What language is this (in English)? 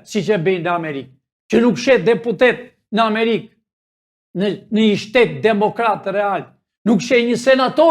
Albanian